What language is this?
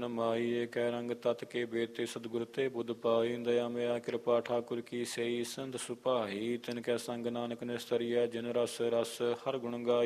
Punjabi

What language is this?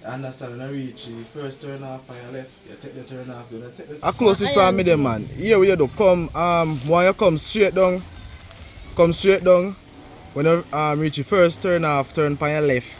Jamaican Creole English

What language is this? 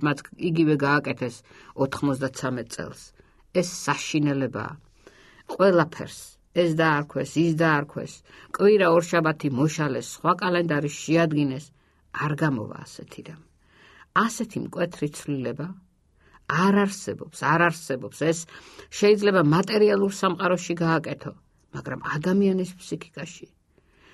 Georgian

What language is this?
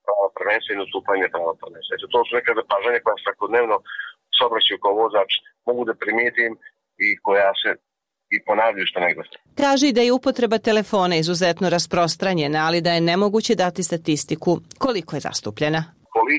Serbian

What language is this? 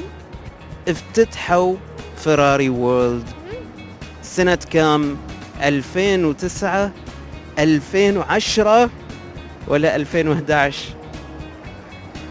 Arabic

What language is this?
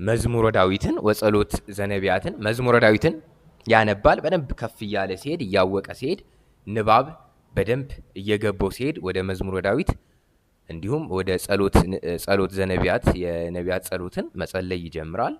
Amharic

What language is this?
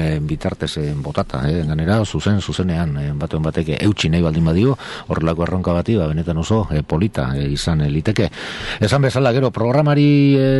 Basque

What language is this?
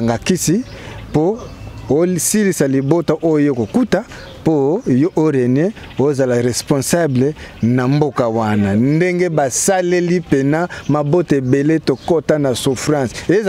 Lingala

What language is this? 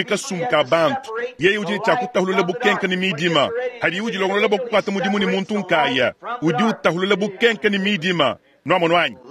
Luba-Lulua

